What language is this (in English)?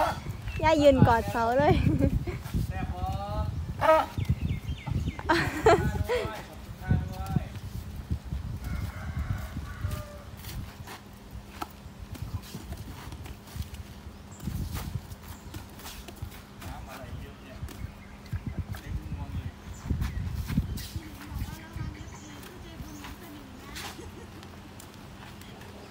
Thai